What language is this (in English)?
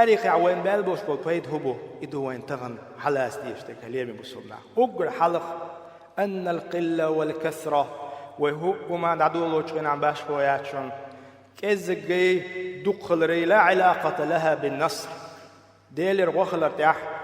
Chechen